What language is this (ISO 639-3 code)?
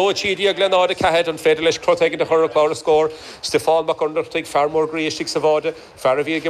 gle